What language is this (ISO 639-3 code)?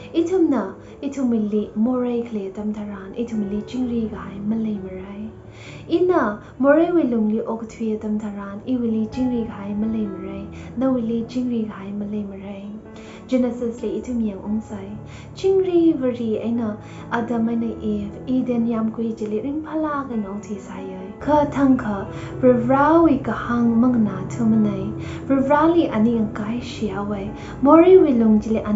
nmf